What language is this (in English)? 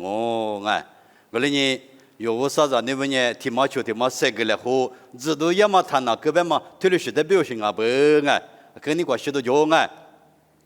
Lisu